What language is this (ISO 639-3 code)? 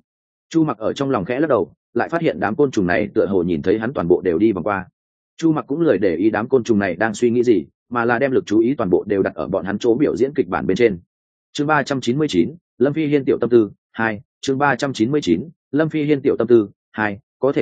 vie